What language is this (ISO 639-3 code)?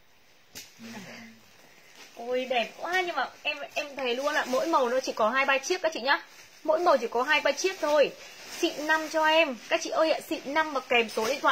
vie